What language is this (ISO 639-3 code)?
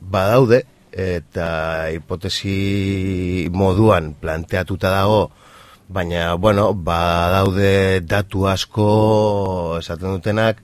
eus